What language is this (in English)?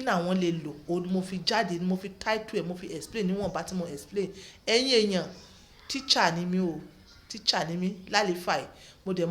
Yoruba